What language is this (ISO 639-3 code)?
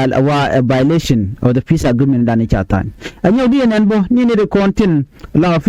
nus